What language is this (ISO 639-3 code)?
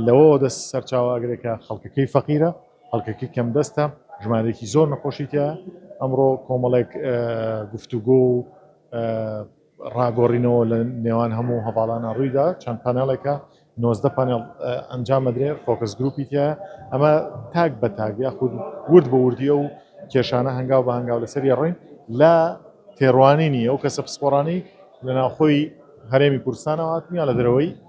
ckb